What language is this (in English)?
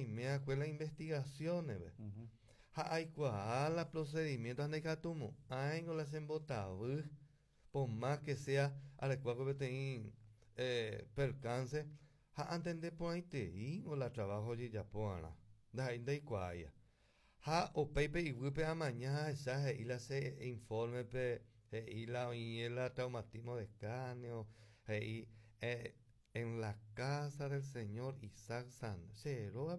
Guarani